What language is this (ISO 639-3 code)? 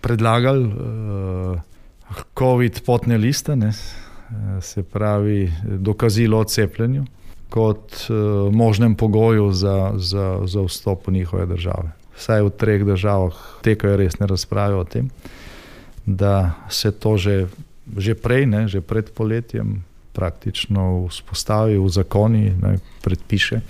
slv